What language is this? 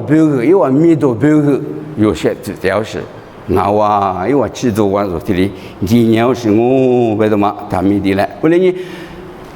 Lisu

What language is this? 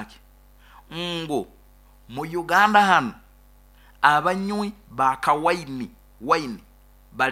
Nyoro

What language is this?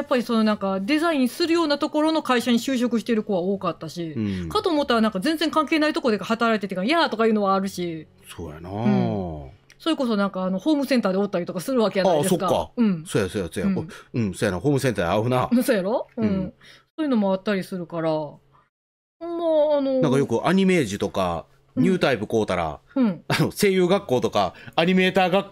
Japanese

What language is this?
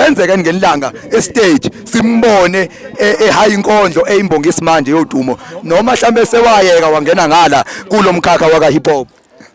Zulu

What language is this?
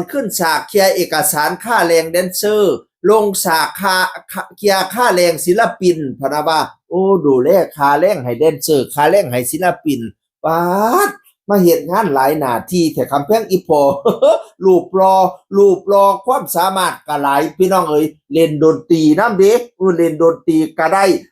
Northeastern Thai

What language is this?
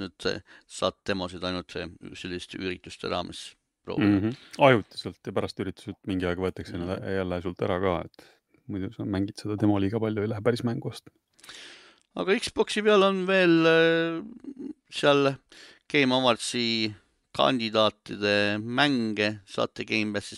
Estonian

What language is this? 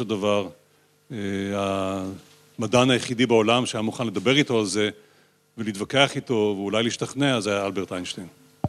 Hebrew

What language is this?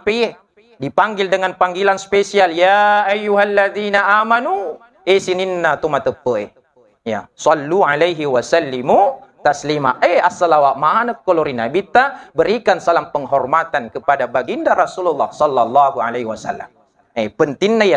Buginese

